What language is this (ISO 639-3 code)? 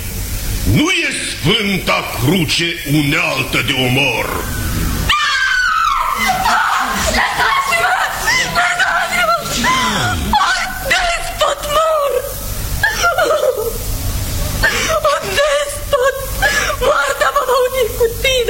ron